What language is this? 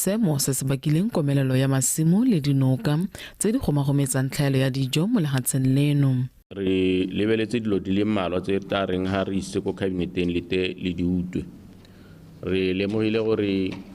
Tswana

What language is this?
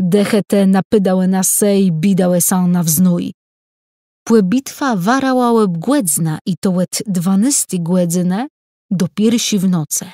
Kashubian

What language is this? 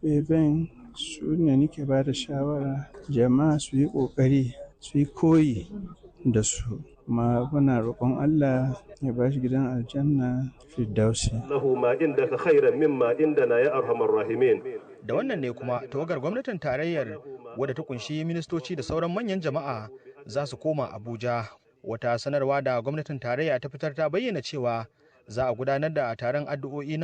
Hausa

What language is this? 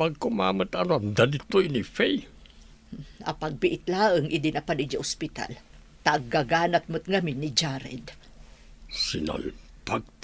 Iloko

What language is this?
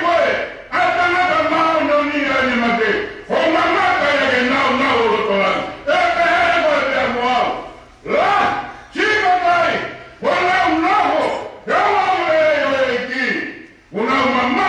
Tongan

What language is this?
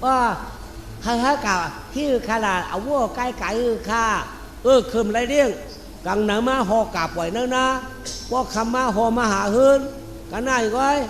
Shan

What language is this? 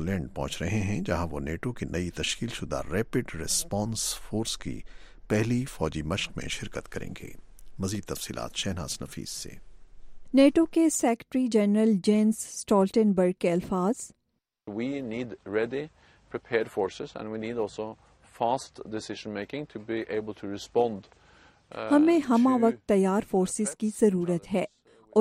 Urdu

